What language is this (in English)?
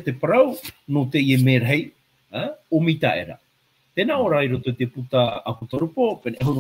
Tahitian